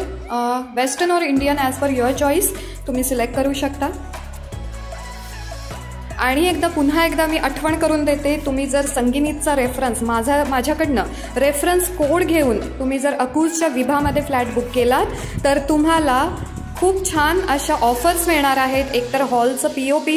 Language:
Marathi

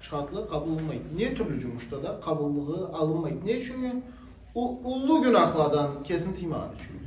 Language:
Karachay-Balkar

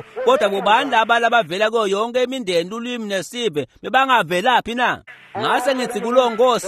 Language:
Swati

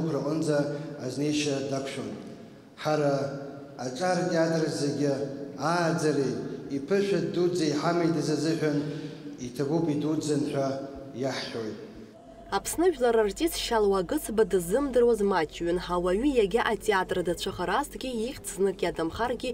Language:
Abkhazian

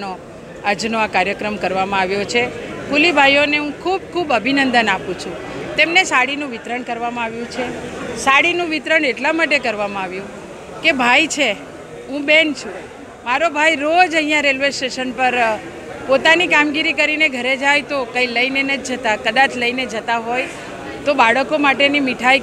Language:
Gujarati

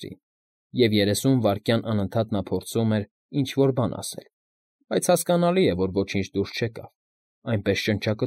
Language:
Armenian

